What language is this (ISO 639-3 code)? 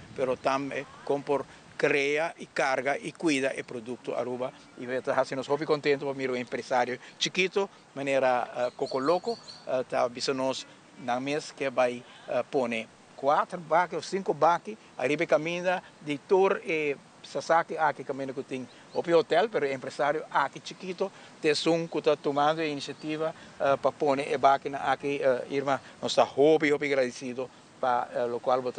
pap